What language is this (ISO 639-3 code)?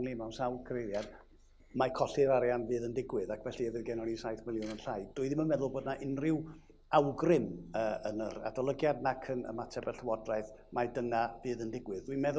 cym